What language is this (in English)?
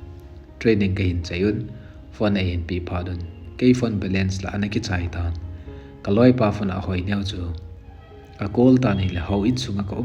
Thado Chin